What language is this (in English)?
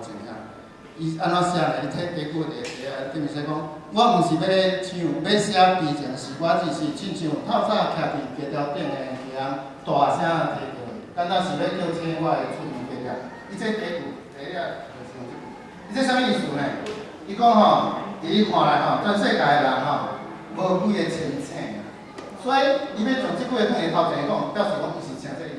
Min Nan Chinese